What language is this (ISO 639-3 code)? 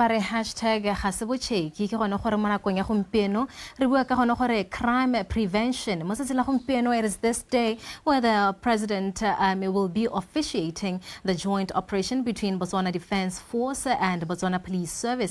tsn